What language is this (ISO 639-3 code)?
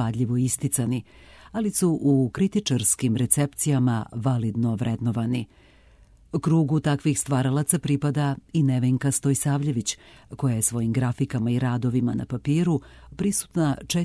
srp